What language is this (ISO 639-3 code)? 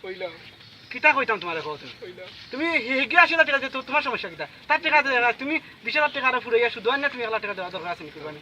syl